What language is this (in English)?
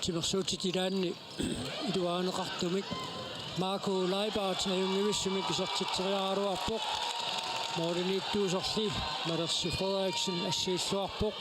Kalaallisut